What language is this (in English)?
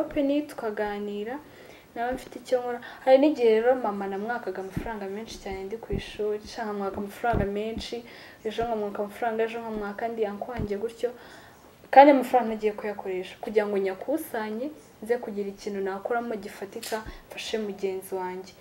Kinyarwanda